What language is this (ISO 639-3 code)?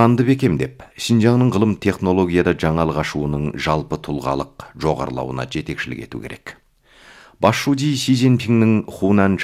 kaz